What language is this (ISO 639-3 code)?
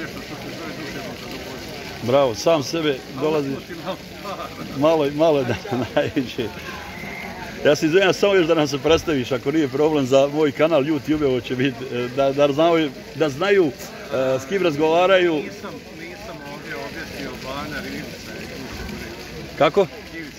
bos